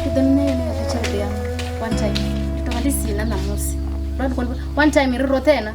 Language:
Venda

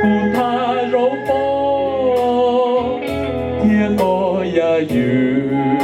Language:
Hmong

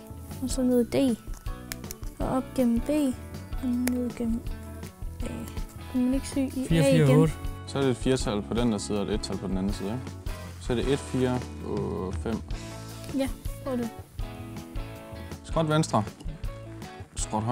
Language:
Danish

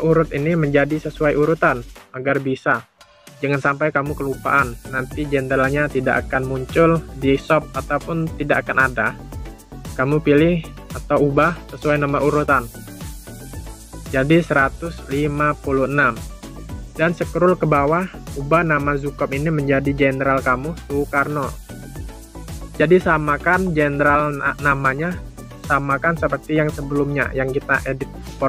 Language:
Indonesian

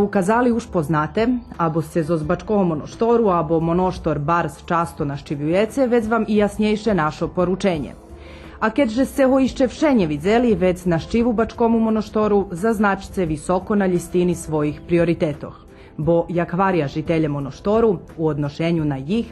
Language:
Rusyn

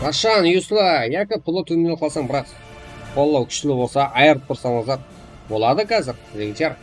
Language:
Kara-Kalpak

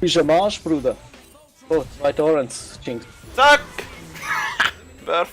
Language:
Swiss German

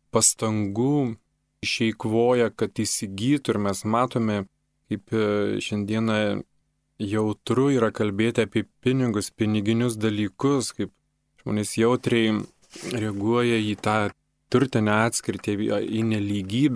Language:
Lithuanian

